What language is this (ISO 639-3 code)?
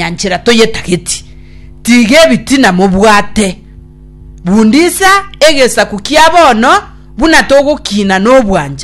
guz